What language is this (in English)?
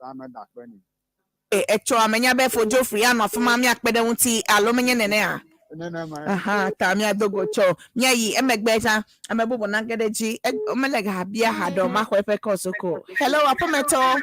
Ewe